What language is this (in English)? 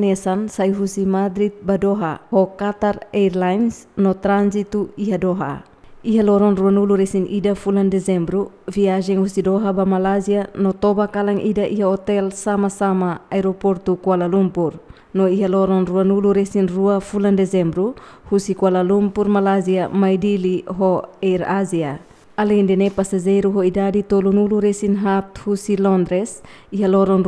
Tetum